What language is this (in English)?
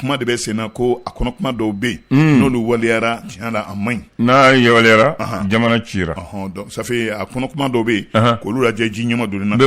Bambara